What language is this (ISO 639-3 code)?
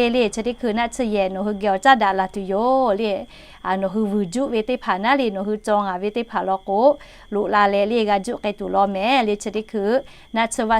lhu